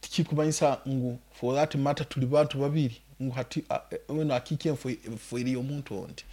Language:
Nyankole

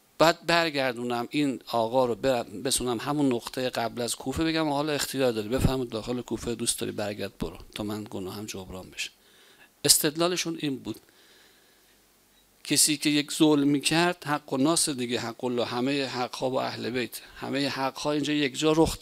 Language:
Persian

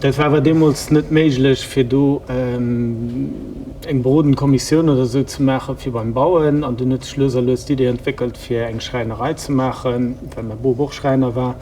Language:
Luxembourgish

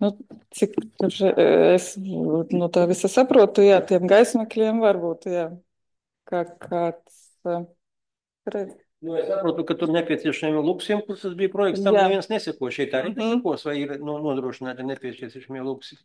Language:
Latvian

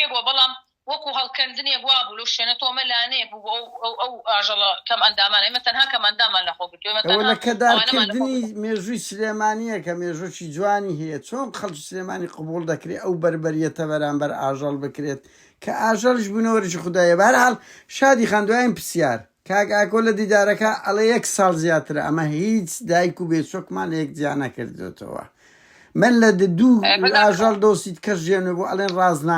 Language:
Central Kurdish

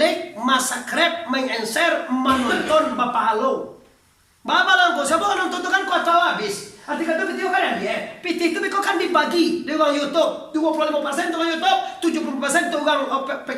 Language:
Minangkabau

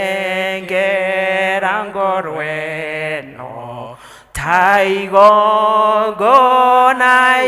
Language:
Kikuyu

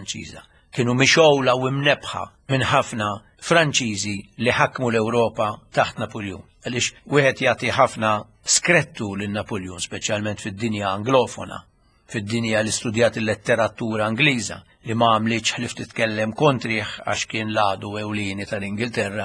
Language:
Maltese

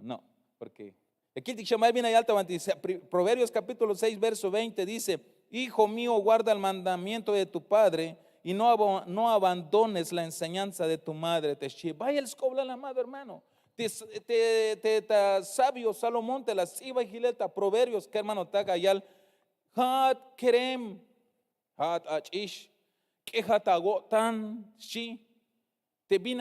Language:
Tzeltal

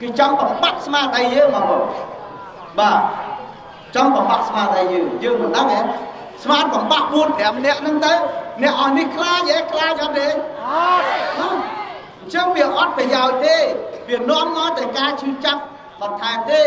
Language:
Khmer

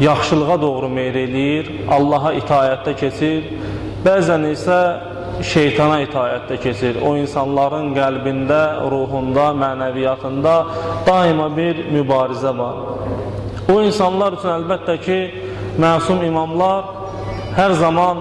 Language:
Azerbaijani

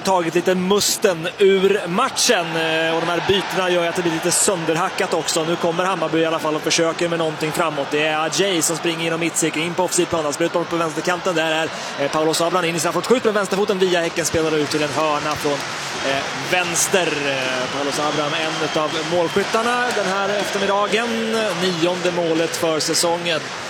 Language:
Swedish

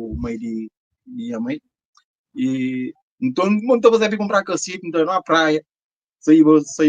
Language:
Kabuverdianu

